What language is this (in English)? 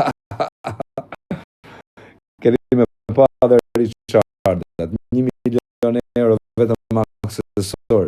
Albanian